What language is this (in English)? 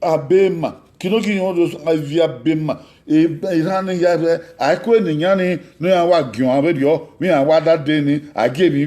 Bini